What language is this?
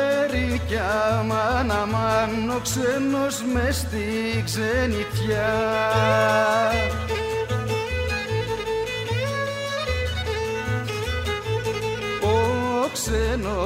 Greek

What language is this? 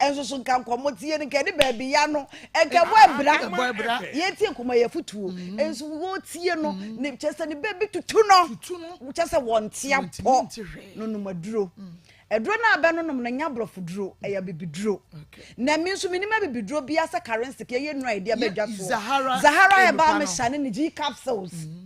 Akan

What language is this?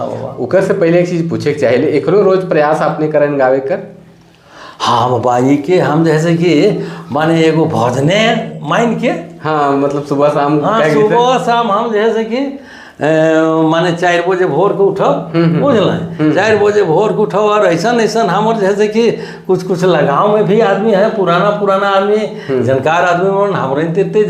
Sadri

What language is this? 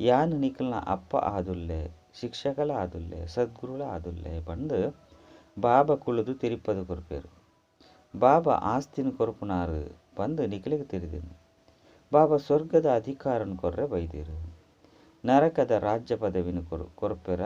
Tulu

